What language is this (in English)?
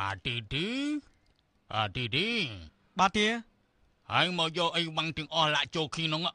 Khmer